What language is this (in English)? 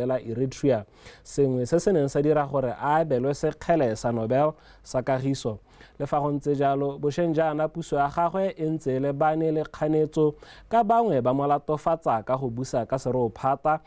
Tswana